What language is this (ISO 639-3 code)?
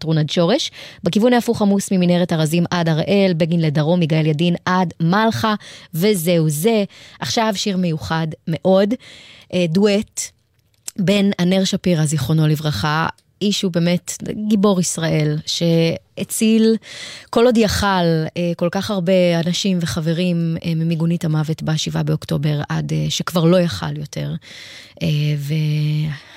heb